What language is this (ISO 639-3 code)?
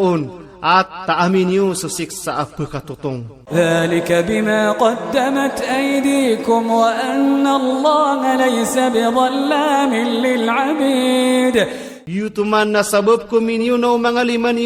mrw